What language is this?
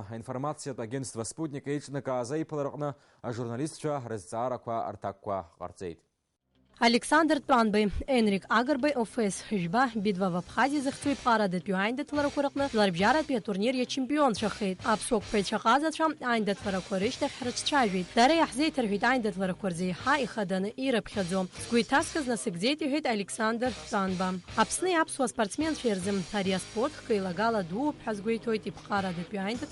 Abkhazian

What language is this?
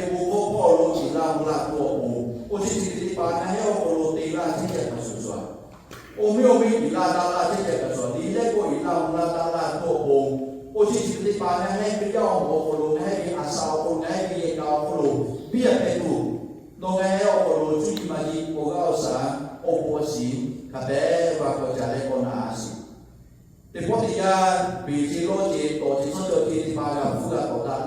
Lahu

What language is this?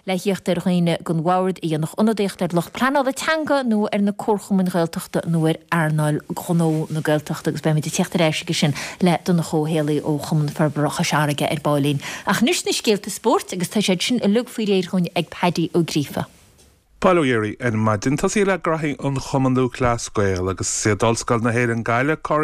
Irish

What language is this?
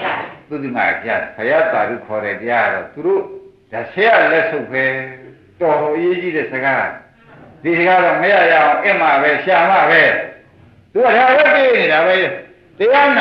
Burmese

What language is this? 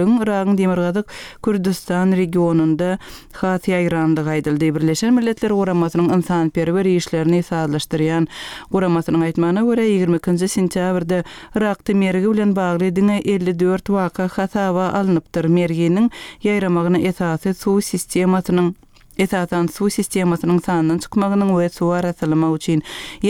Turkmen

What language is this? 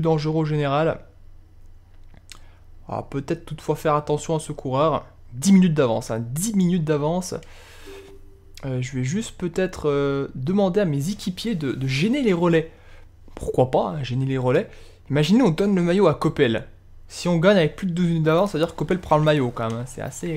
French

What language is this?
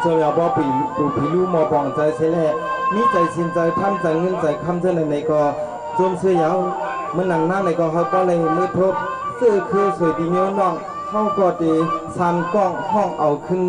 Shan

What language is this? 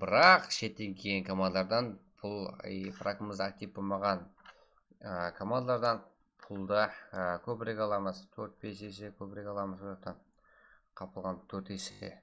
Kara-Kalpak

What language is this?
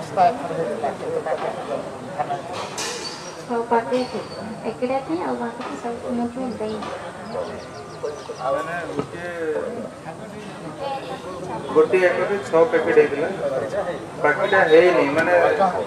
Odia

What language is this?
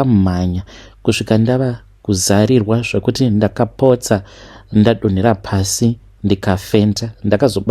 Shona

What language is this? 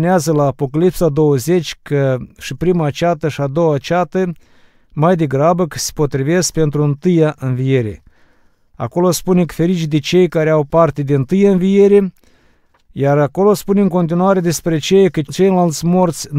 Romanian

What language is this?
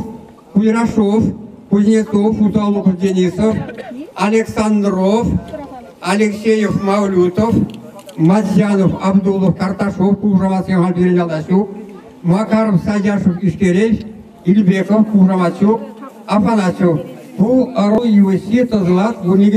Chuvash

